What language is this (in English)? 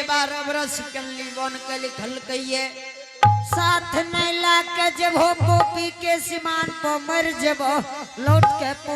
Angika